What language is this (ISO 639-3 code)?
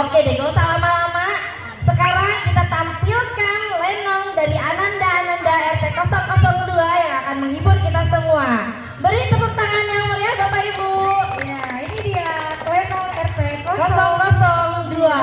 bew